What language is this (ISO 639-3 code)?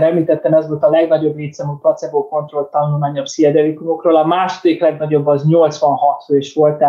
hun